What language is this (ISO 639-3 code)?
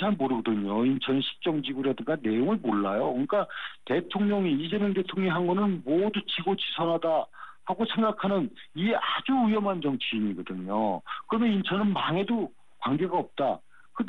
kor